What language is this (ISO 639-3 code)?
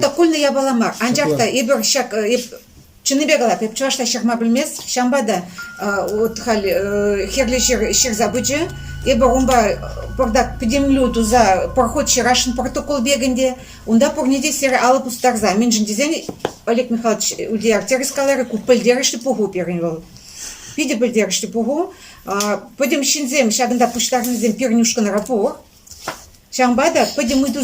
chv